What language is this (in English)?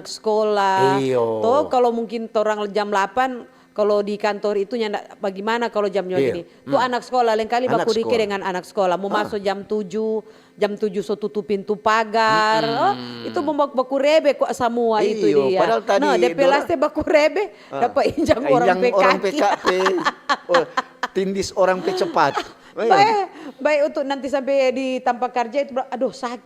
Manado Malay